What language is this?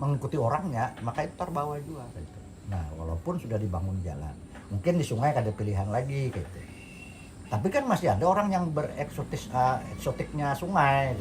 Banjar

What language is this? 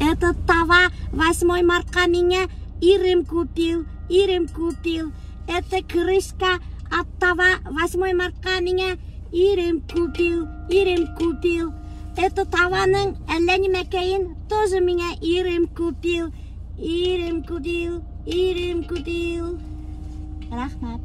Bashkir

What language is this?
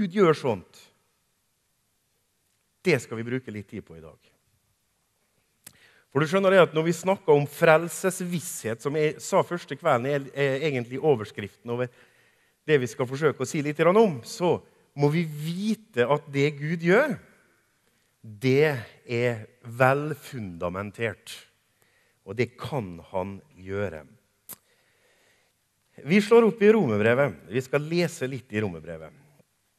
Norwegian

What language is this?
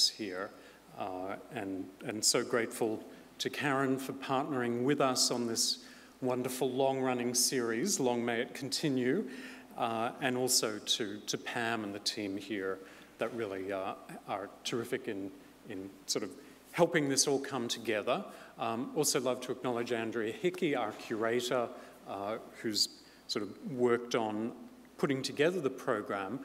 English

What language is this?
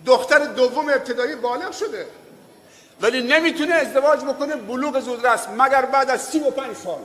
Tajik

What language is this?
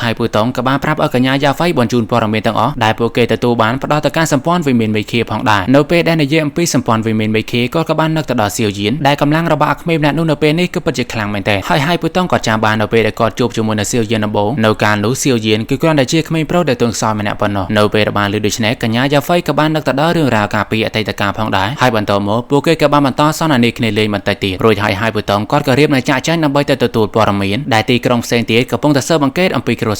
Khmer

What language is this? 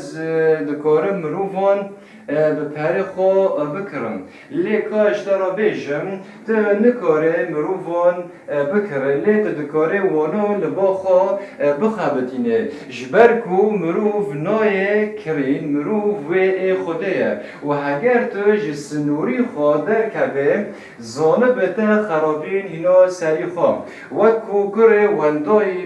Kurdish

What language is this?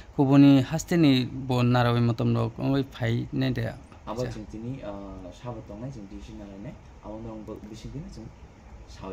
Kok Borok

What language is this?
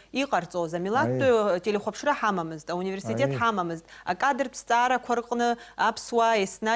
Abkhazian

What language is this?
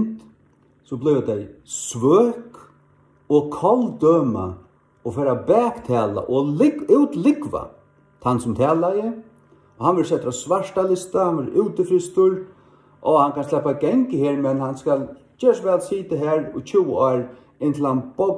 Faroese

